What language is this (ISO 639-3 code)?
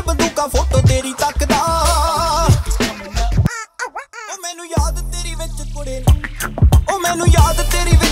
pan